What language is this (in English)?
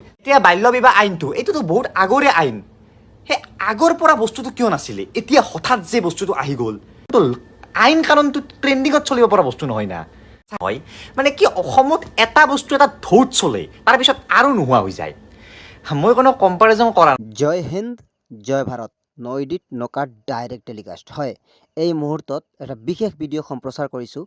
Assamese